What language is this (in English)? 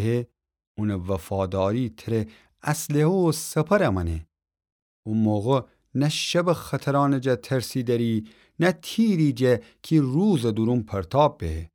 Gilaki